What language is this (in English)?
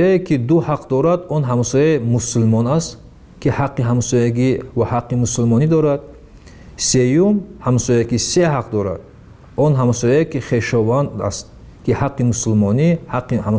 Tajik